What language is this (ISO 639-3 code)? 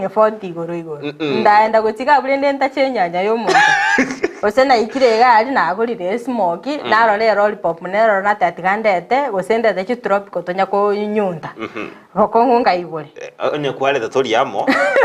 guz